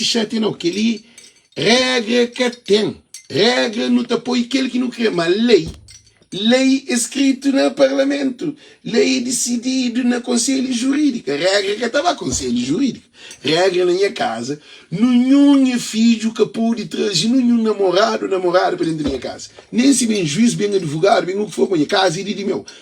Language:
Kabuverdianu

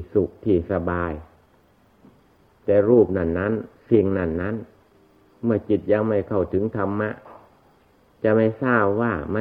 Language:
Thai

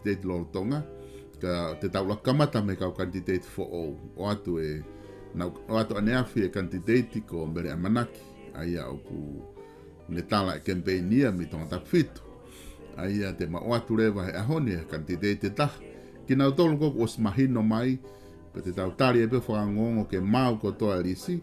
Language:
Tongan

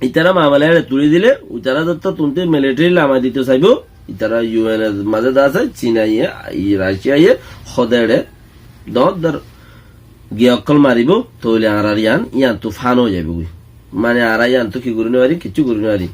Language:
Rohingya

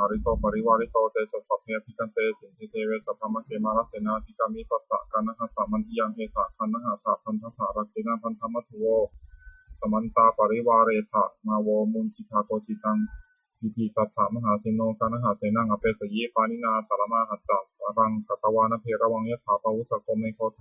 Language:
Pali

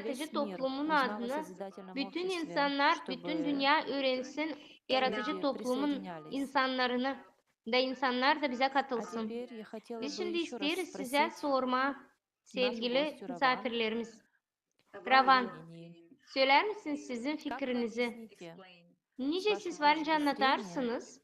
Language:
Gagauz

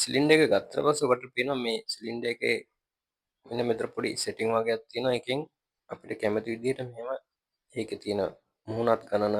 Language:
Sinhala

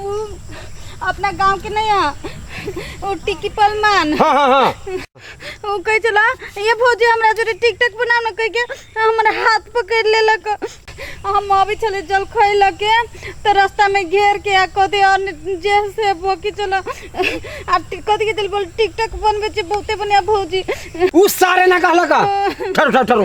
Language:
Maithili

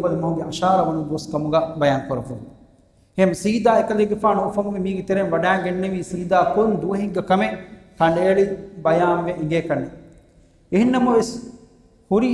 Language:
Divehi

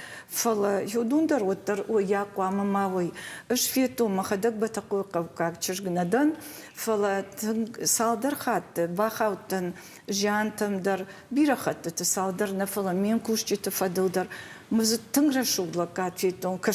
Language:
Ossetic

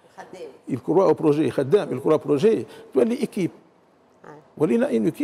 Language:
Tunisian Arabic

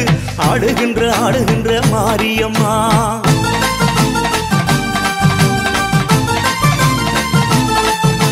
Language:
Tamil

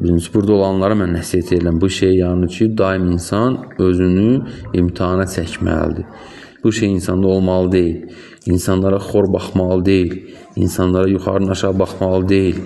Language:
Azerbaijani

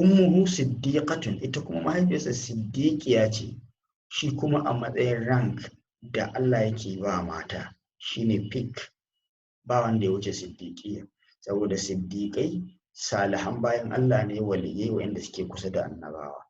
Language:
Hausa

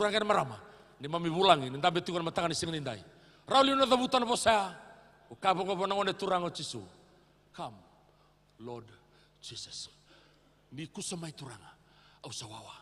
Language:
Fijian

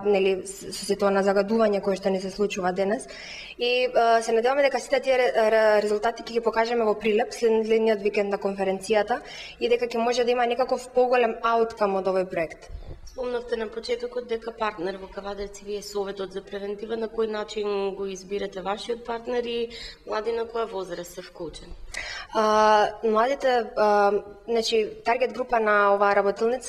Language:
Macedonian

